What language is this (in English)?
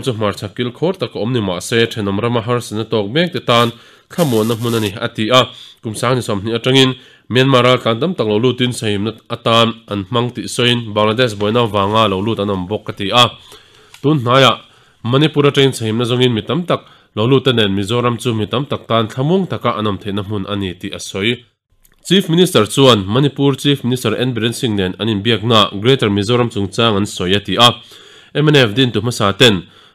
Mizo